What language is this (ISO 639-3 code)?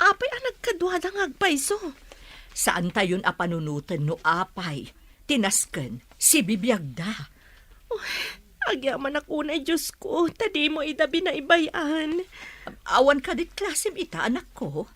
ilo